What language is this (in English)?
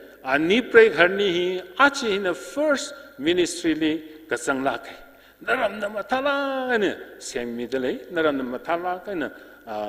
Tangkhul Naga (India)